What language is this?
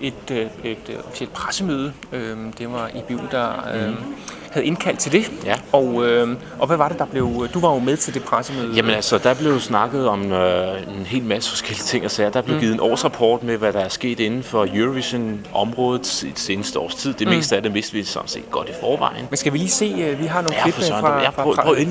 Danish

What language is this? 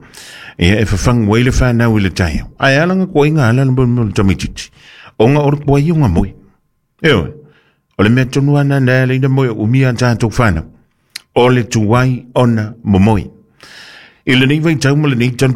Samoan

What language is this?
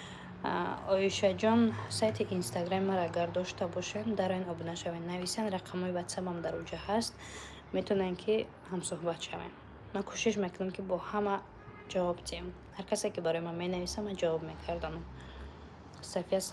Tajik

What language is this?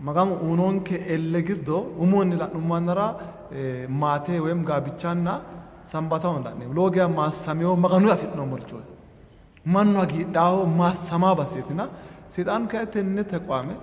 Sidamo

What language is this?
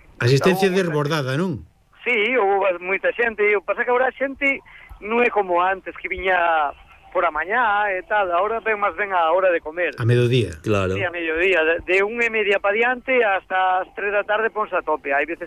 Galician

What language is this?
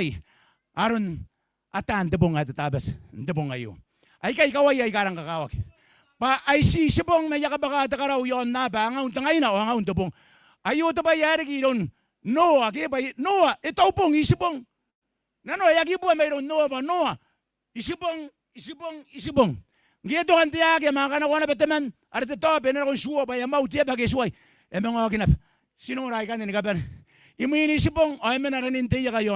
Gilbertese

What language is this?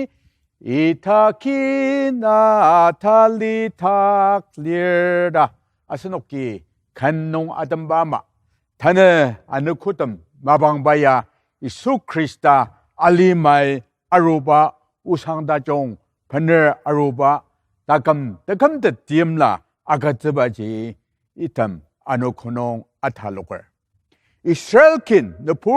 Ao Naga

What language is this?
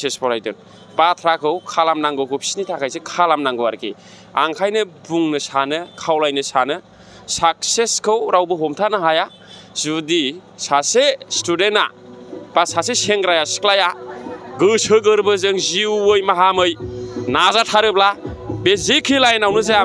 Bodo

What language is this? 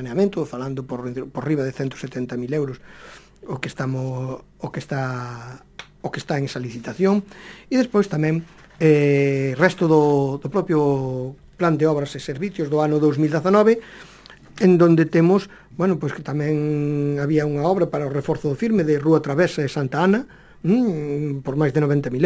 Galician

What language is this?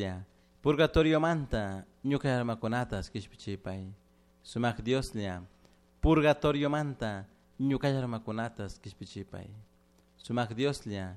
Chimborazo Highland Quichua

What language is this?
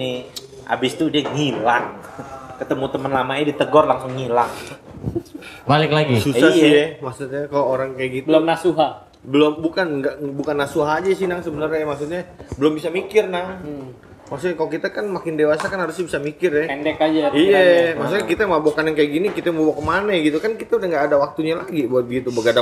Indonesian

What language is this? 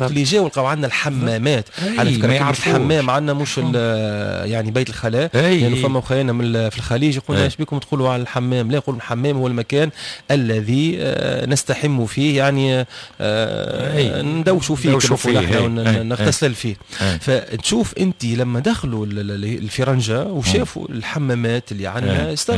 Tunisian Arabic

